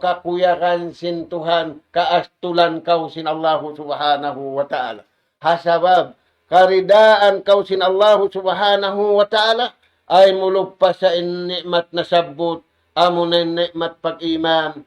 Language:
Tausug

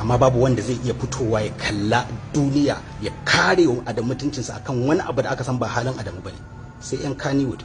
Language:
Hausa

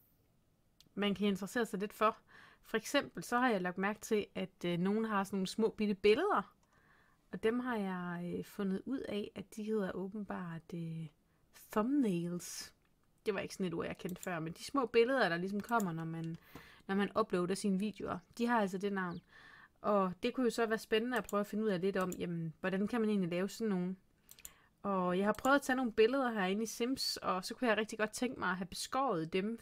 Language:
Danish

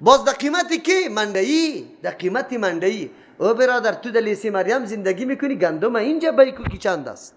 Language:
Persian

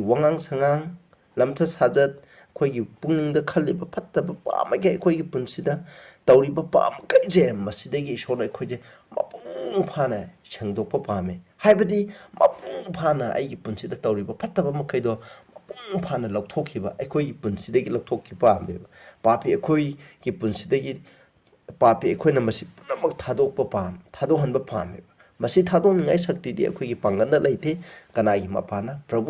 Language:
Manipuri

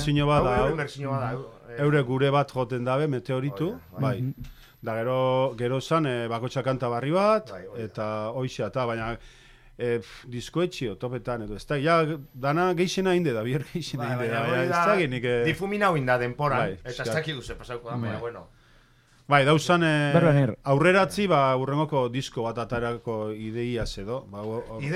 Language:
Basque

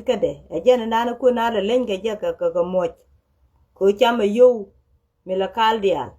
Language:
Nuer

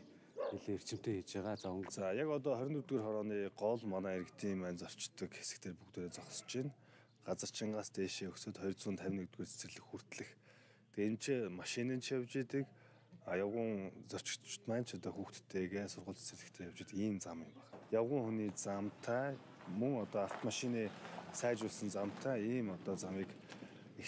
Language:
Mongolian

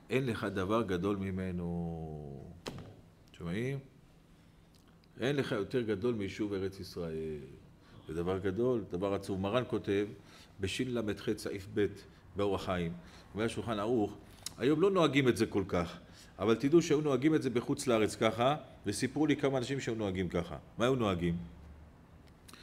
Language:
Hebrew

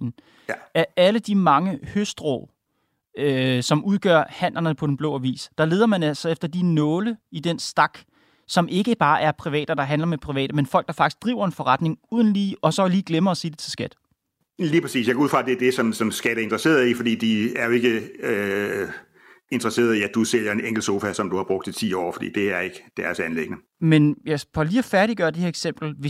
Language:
Danish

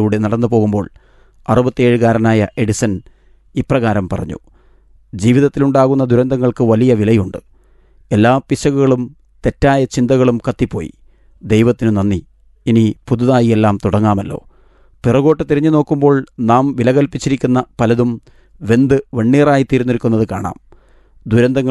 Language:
Malayalam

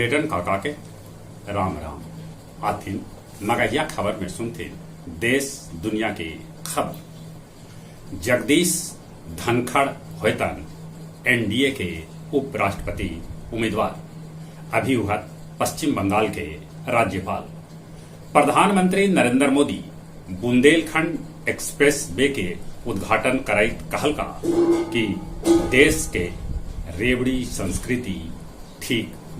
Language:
Magahi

